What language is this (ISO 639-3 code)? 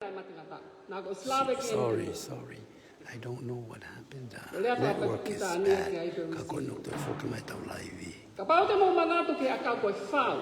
ton